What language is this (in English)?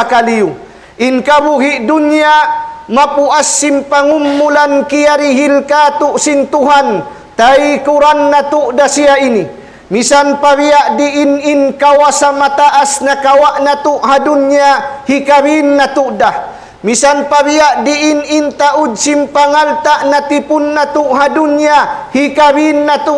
Tausug